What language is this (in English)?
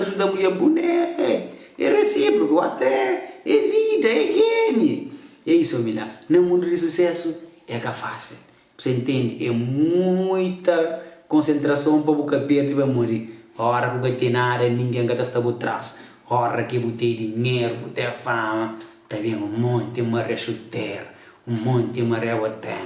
Kabuverdianu